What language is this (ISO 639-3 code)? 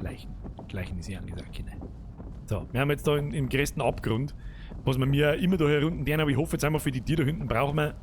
bar